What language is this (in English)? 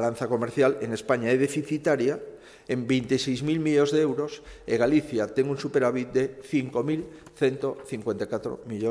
Galician